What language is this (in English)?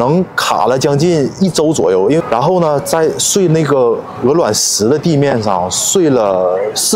Chinese